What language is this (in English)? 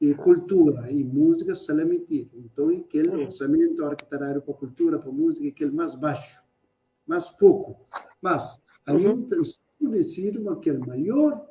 Kabuverdianu